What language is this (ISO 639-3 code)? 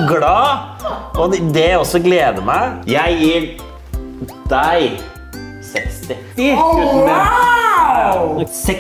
nor